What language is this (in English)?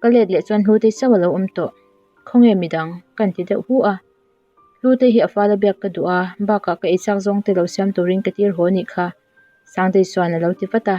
Mizo